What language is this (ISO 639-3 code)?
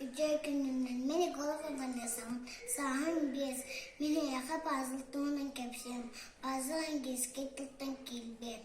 sah